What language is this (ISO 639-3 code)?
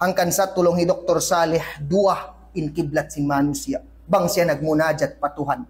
tsg